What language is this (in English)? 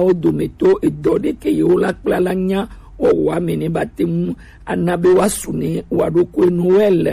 Gen